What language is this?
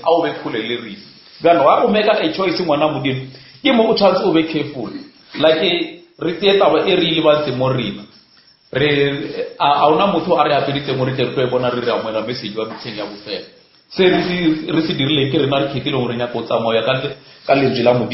Northern Sotho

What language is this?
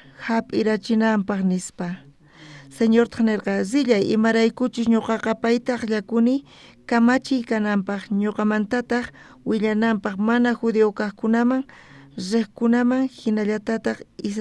South Bolivian Quechua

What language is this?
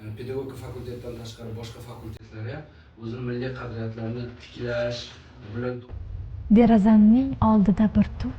Uzbek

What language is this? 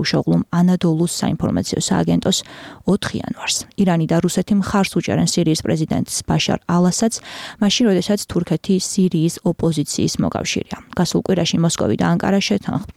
Georgian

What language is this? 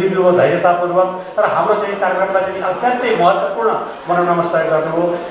Nepali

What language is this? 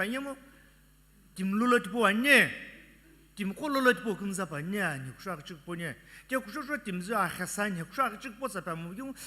Sumi Naga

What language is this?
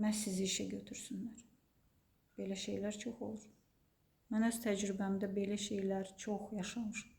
Azerbaijani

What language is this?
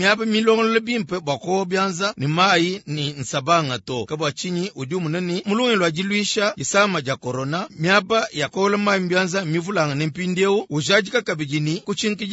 Luba-Lulua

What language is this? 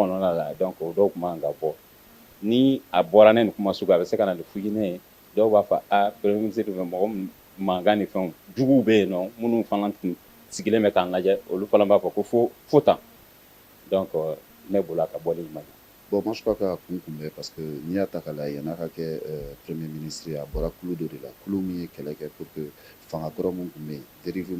Bambara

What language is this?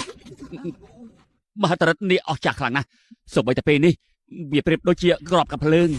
Khmer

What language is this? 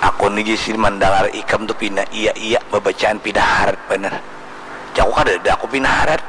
Banjar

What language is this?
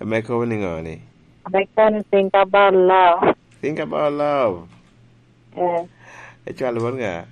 Lango (Uganda)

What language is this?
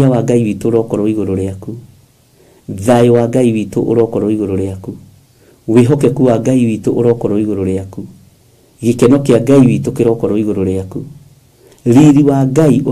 Kikuyu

